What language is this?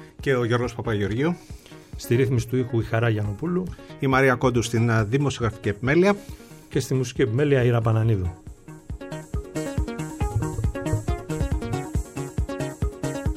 Greek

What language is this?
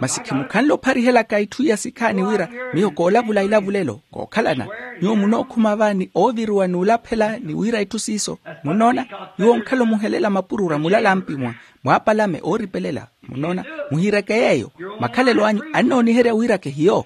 Makhuwa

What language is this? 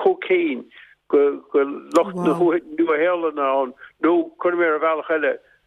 Irish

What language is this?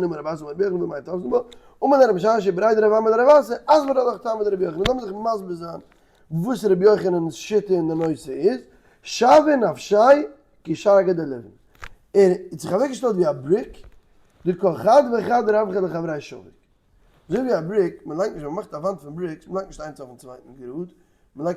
Yiddish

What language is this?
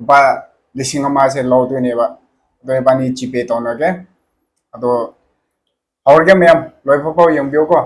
Manipuri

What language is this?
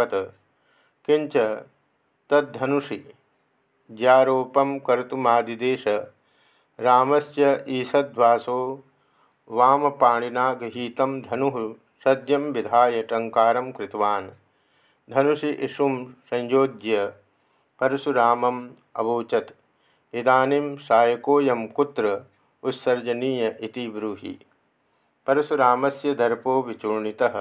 Sanskrit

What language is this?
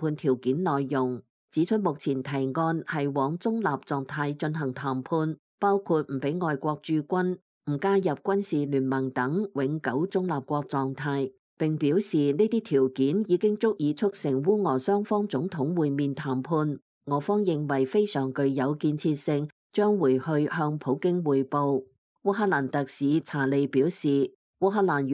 Cantonese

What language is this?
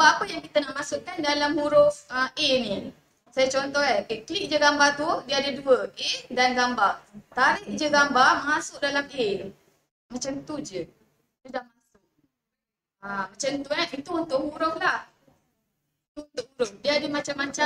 Malay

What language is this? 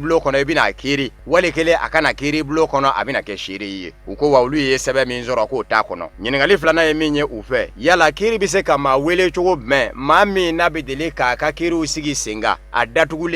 Bambara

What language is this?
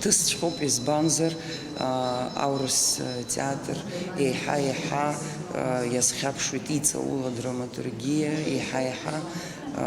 Abkhazian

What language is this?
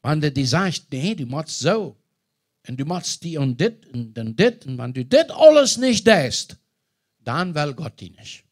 Plautdietsch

